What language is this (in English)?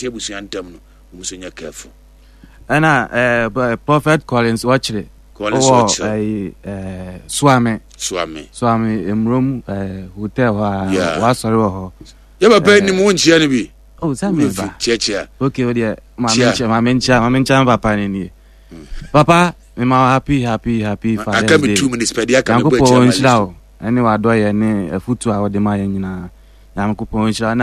Akan